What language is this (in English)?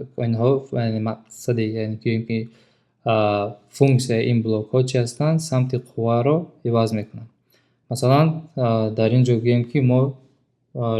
Tajik